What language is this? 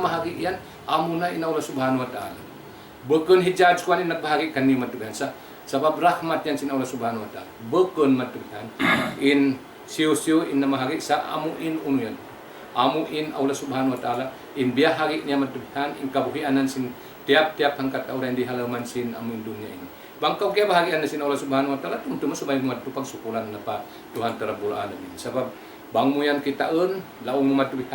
Tausug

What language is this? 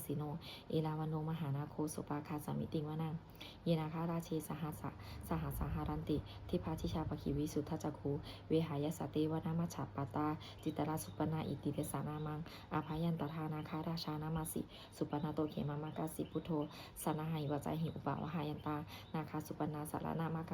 Pali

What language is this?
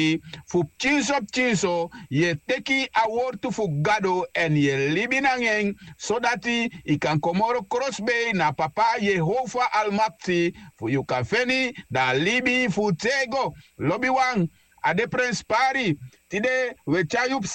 Sranan Tongo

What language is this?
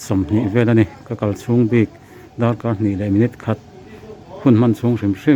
Mizo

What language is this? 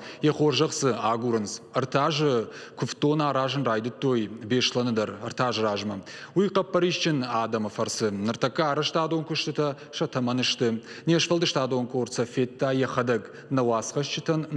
Ossetic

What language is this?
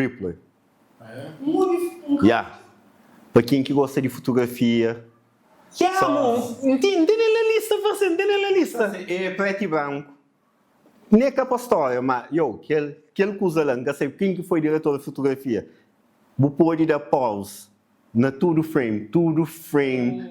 Kabuverdianu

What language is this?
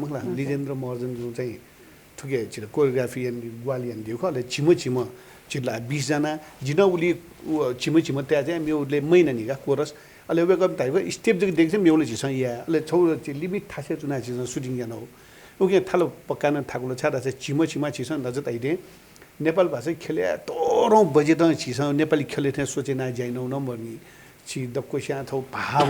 Newari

